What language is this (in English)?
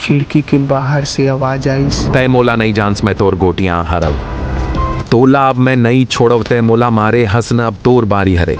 Chhattisgarhi